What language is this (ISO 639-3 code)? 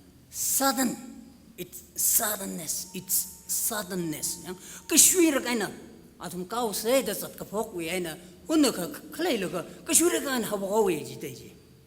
nmf